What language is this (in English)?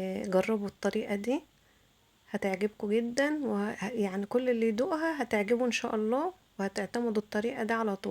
Egyptian Arabic